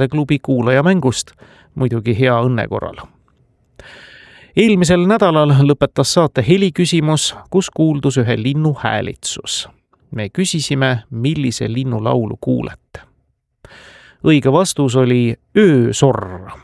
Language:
Estonian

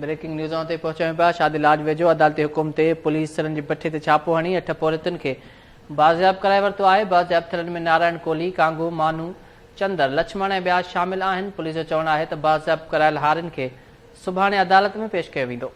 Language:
Sindhi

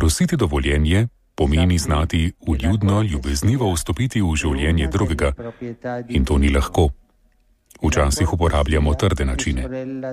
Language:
Slovenian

